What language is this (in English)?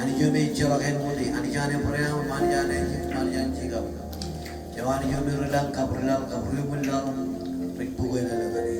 Marshallese